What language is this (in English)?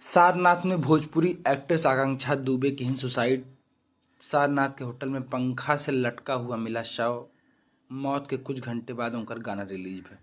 Awadhi